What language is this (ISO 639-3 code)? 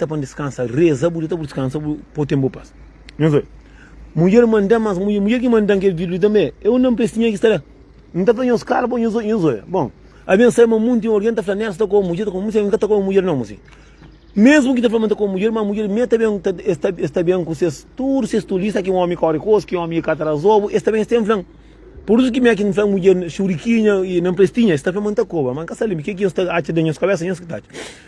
kea